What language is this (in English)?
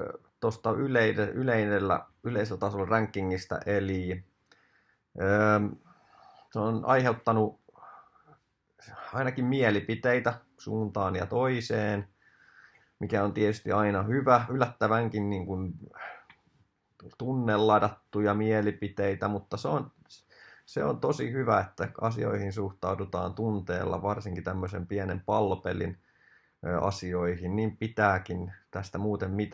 Finnish